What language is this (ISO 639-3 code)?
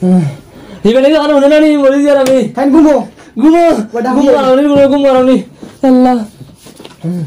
syl